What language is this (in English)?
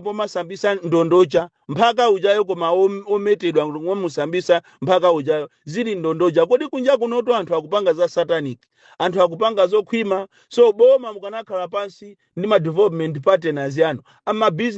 Nyanja